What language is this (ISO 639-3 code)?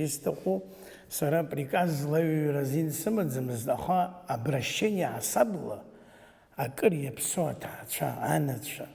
abk